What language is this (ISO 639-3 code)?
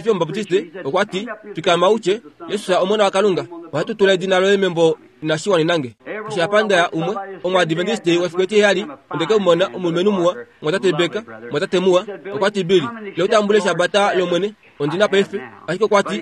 kua